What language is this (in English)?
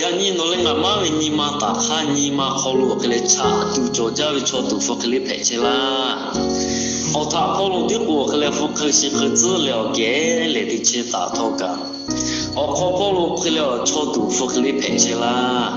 Lahu